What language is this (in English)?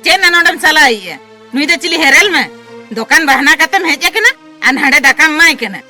Santali